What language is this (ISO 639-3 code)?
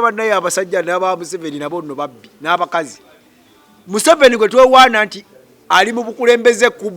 lug